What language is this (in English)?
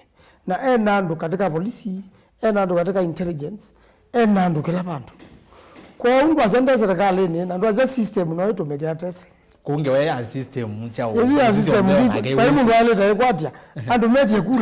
Kamba